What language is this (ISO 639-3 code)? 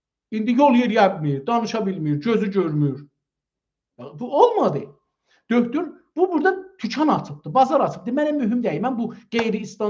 azb